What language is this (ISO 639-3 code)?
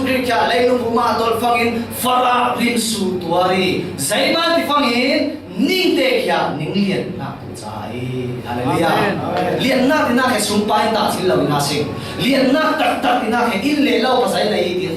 cfm